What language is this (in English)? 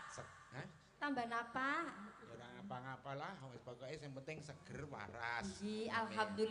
Javanese